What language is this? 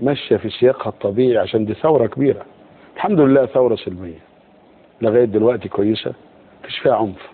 Egyptian Arabic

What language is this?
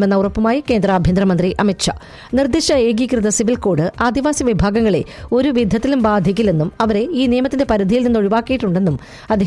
Malayalam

